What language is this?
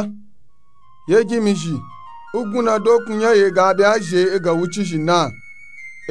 Nupe-Nupe-Tako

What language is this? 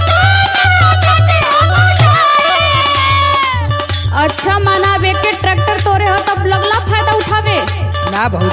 Bhojpuri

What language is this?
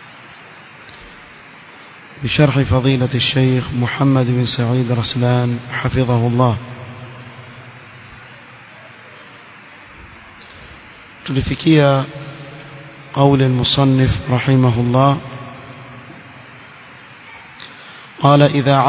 Swahili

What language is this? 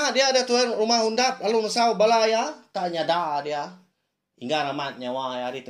Iban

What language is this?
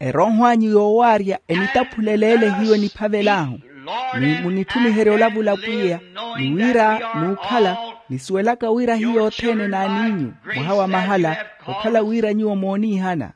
Makhuwa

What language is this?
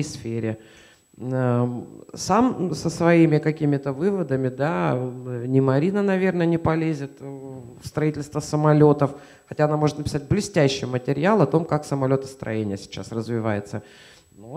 Russian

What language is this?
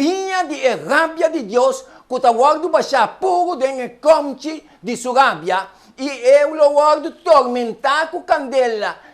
Papiamento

